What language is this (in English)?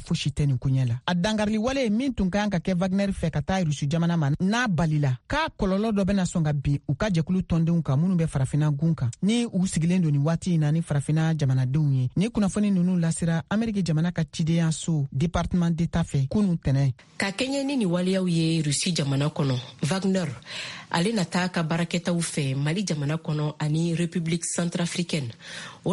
Bambara